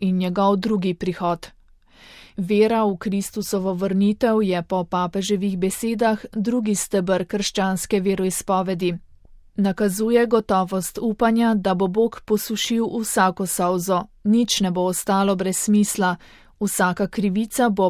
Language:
Slovenian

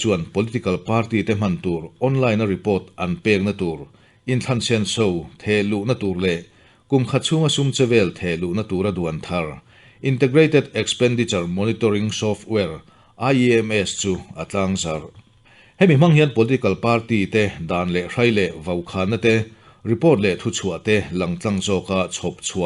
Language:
Mizo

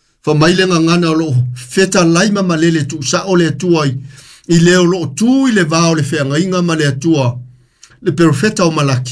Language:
Samoan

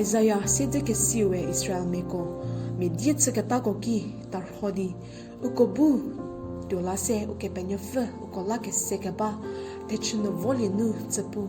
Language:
Angami Naga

